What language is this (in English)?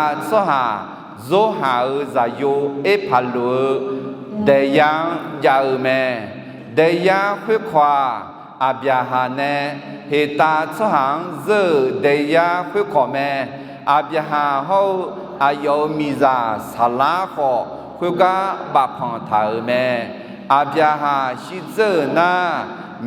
Akha